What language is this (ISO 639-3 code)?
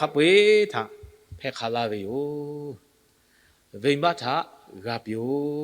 lhu